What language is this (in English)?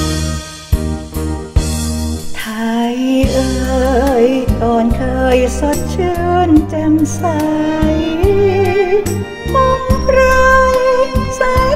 Thai